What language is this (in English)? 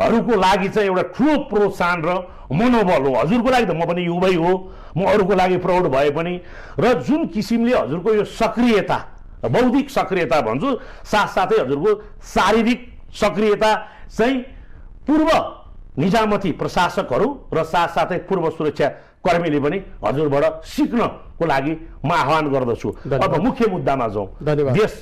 Nepali